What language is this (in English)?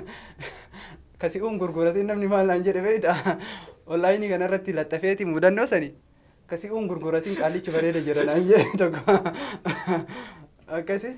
Oromo